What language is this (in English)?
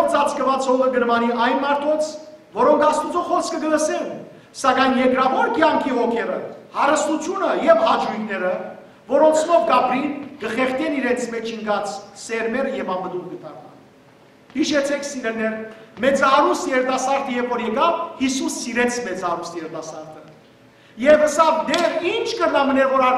Western Armenian